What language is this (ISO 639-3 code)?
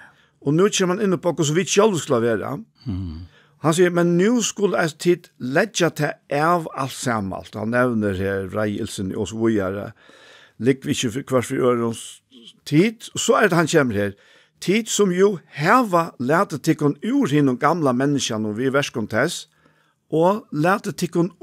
fao